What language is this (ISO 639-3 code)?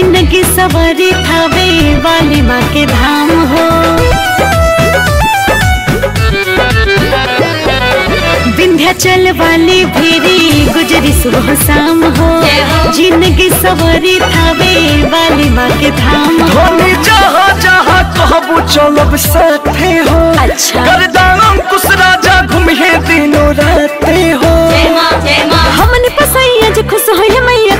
bho